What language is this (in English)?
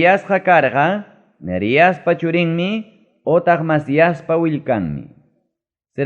Ayacucho Quechua